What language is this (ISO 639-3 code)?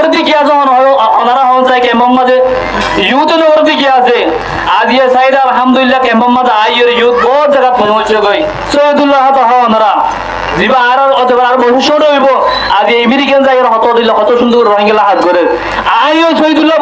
rhg